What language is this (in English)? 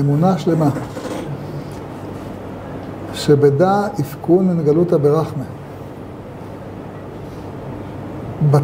Hebrew